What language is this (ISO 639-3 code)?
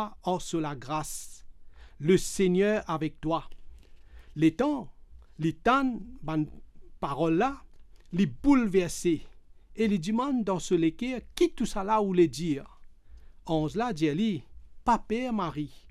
mfe